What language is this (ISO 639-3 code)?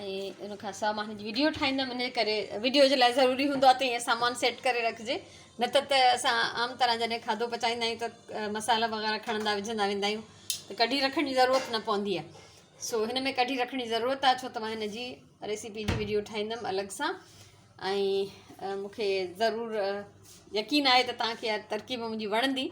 snd